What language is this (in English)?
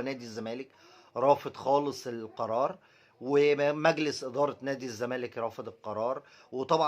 Egyptian Arabic